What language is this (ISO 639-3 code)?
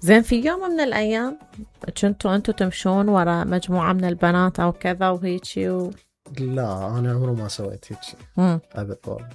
acm